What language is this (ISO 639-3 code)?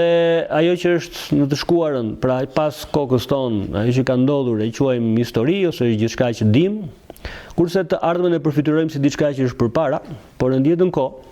sqi